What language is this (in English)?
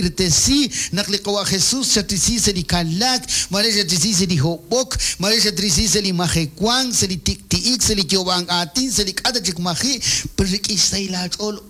Kekchí